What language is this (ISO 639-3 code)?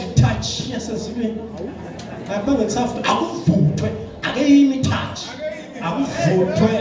zul